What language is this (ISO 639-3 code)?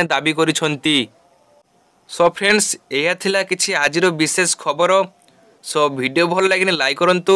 ori